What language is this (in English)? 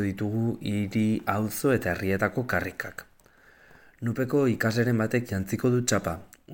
Basque